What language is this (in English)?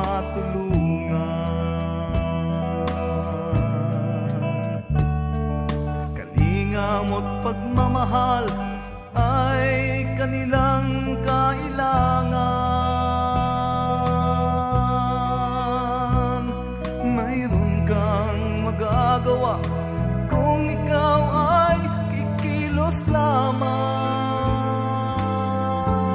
Filipino